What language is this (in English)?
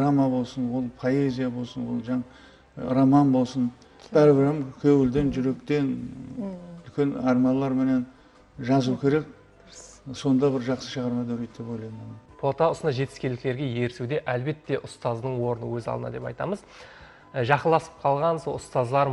Kara-Kalpak